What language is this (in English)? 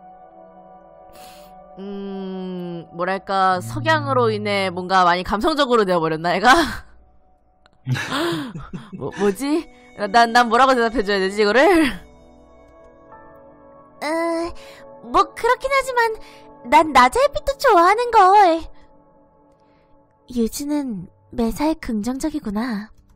Korean